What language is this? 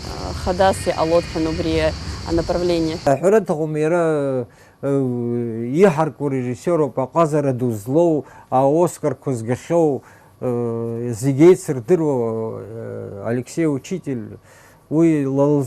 Abkhazian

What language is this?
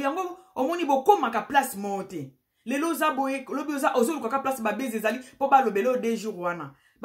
Lingala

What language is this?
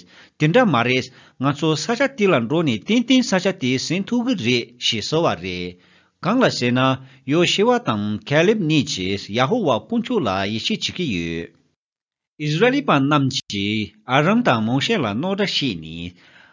Tibetan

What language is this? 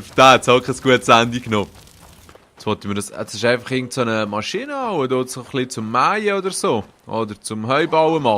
Swiss German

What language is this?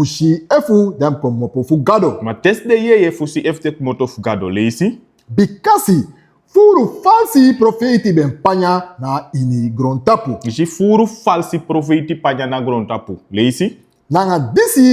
Sranan Tongo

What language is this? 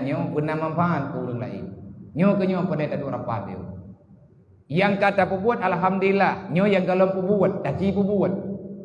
Achinese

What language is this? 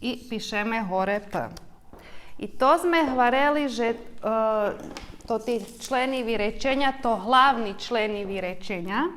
Rusyn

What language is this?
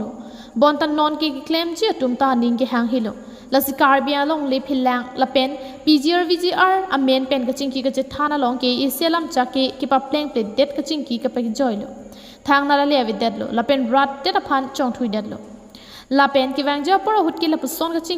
Karbi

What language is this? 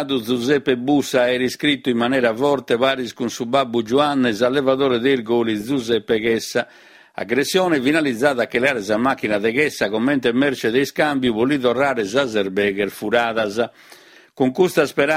Sardinian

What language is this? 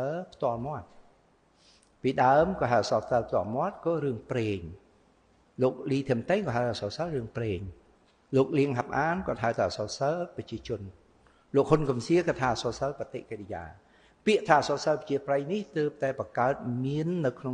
Khmer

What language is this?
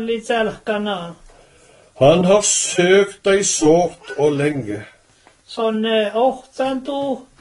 Norwegian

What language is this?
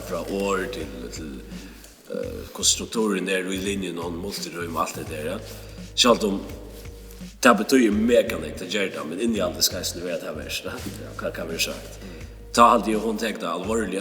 Faroese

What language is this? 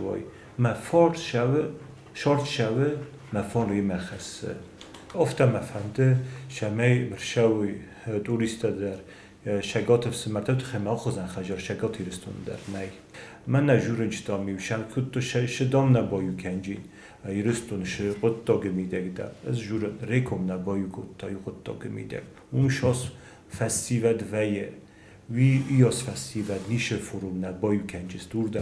Ossetic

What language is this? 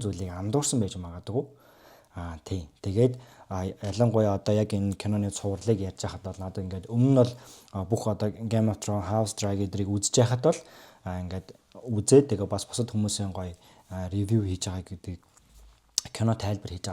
Mongolian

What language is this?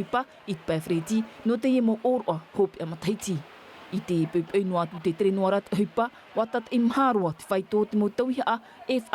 Tahitian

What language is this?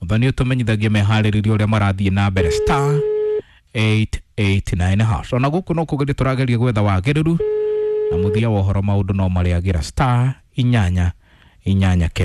Kikuyu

